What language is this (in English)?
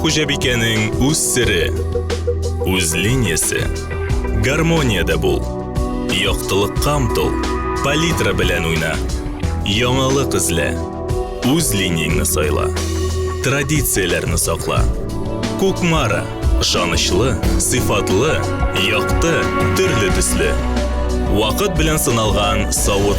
Tatar